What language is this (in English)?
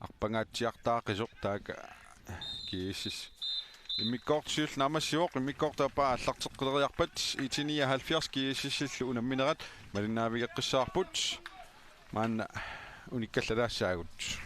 Kalaallisut